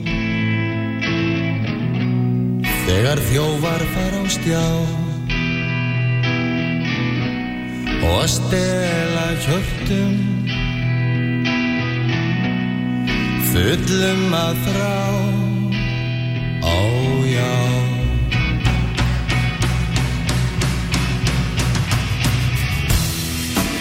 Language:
Icelandic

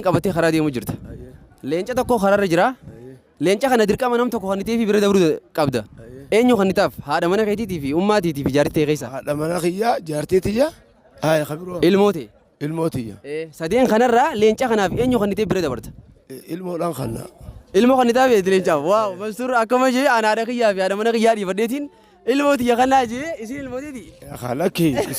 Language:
Oromo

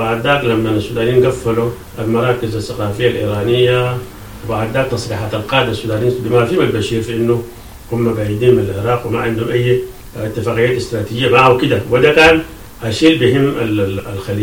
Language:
Sudanese Arabic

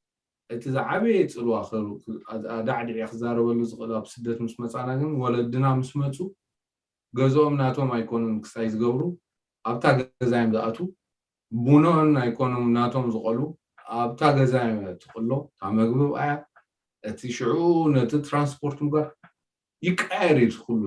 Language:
Tigrinya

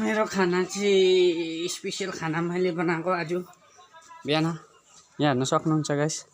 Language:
Nepali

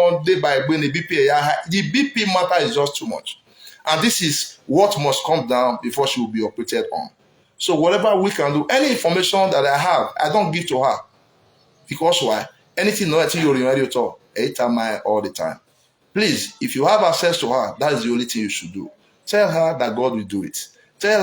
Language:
Nigerian Pidgin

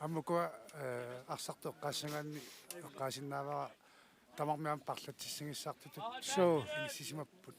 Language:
Kalaallisut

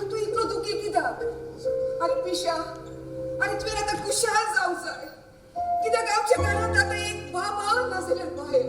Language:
Konkani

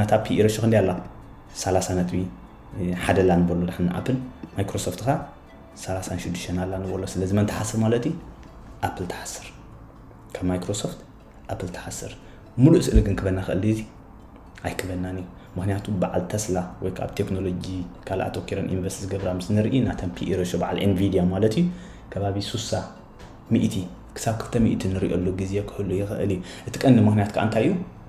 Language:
Tigrinya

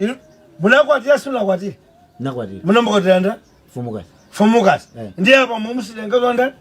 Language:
Nyanja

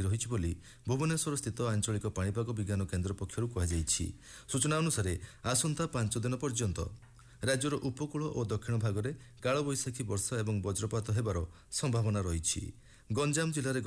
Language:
Odia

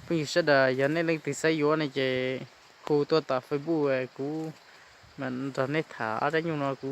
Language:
Hmong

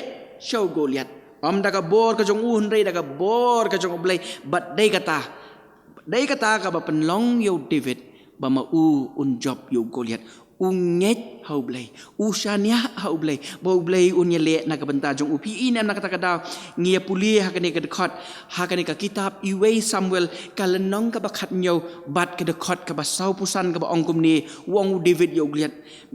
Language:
Khasi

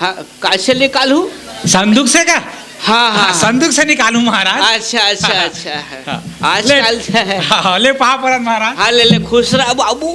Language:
Chhattisgarhi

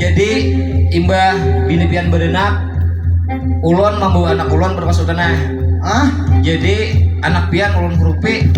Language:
Banjar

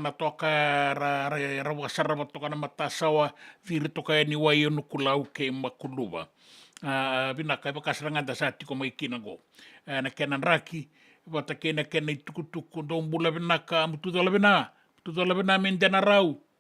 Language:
Fijian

